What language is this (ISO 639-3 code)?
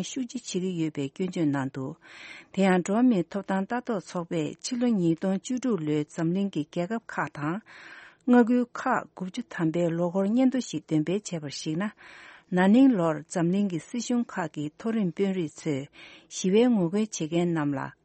bod